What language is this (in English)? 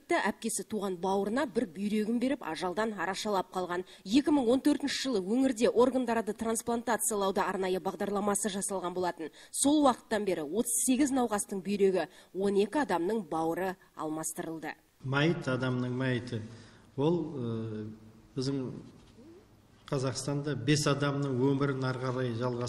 Kazakh